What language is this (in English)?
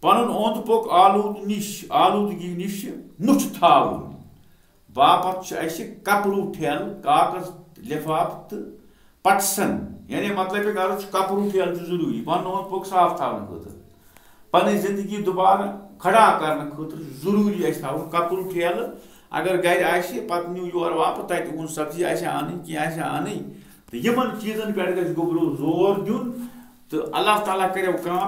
Kashmiri